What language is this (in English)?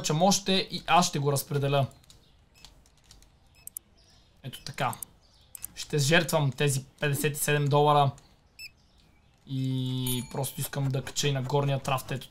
Bulgarian